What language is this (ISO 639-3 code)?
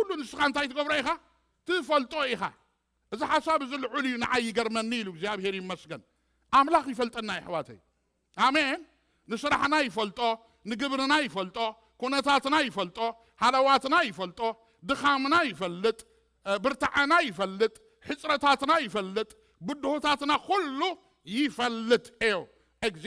tir